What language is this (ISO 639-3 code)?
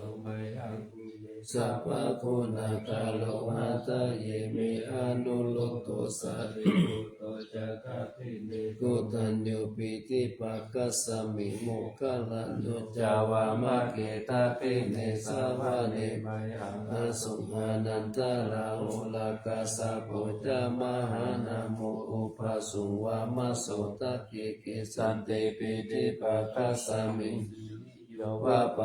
pli